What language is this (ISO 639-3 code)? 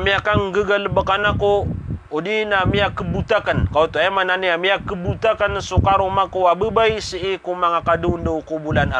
mrw